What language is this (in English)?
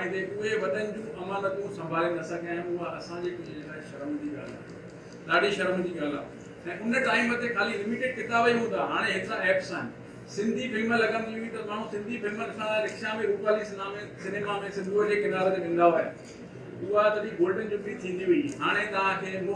Sindhi